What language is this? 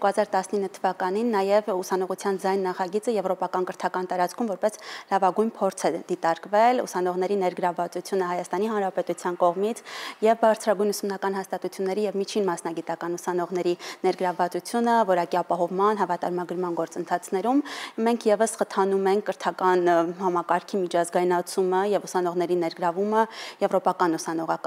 Armenian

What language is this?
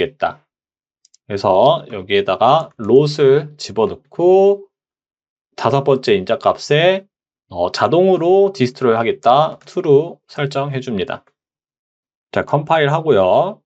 Korean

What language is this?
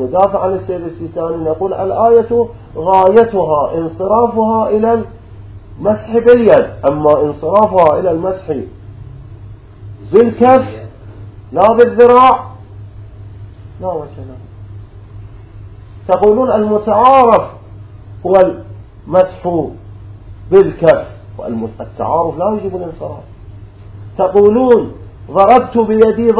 Arabic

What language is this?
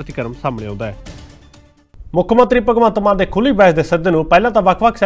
Punjabi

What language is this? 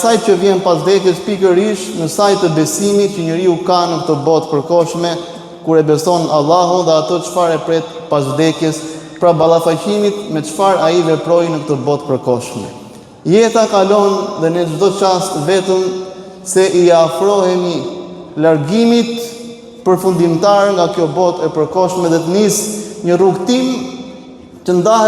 Albanian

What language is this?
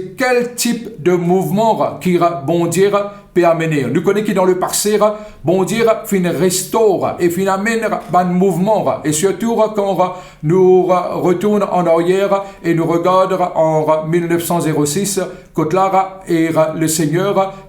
Morisyen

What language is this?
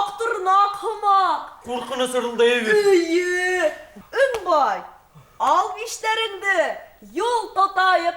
Bashkir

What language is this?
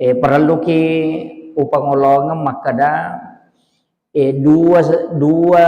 Buginese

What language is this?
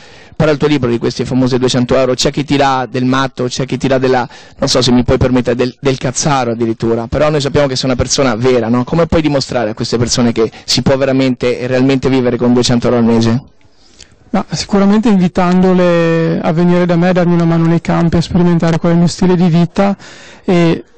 Italian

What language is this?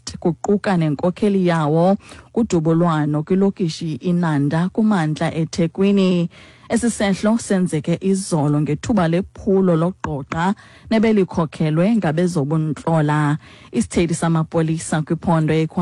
Xhosa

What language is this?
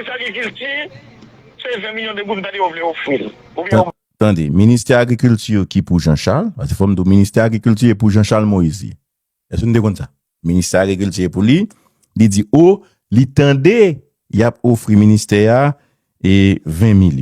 Haitian Creole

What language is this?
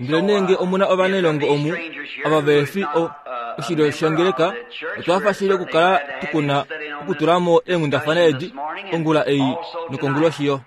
Kuanyama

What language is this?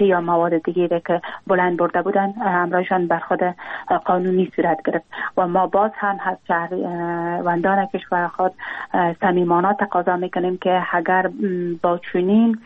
Persian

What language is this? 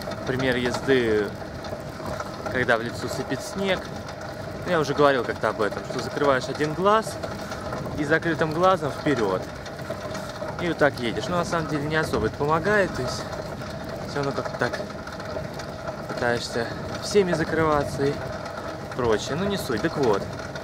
Russian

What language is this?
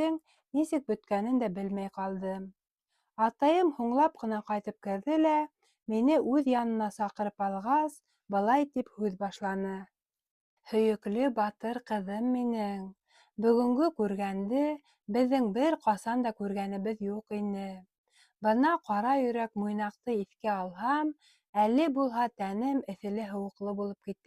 Bashkir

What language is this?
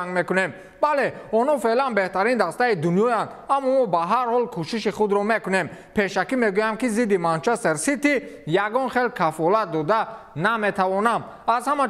Tajik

